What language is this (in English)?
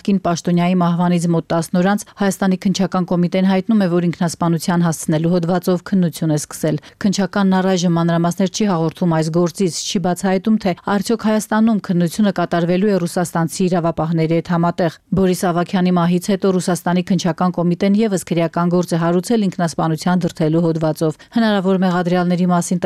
Armenian